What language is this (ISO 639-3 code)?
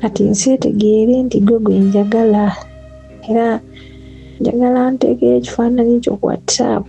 lug